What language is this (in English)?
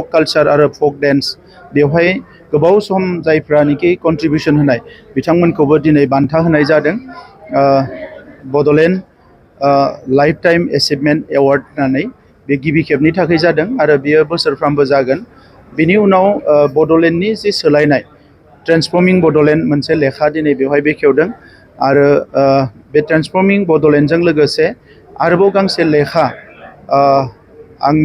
Bodo